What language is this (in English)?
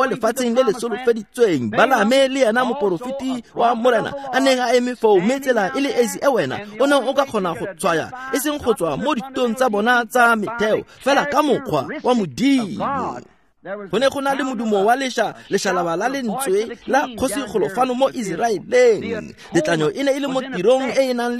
Tswana